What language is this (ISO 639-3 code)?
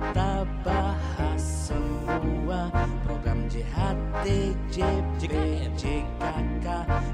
ind